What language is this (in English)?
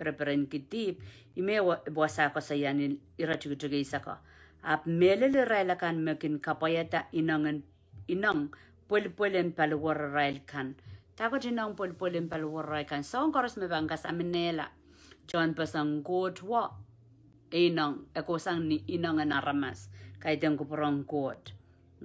Pohnpeian